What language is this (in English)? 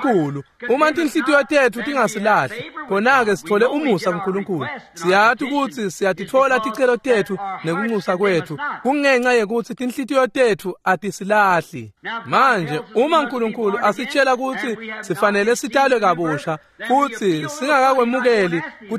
Swati